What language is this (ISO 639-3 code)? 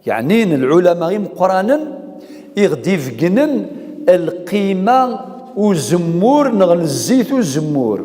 kab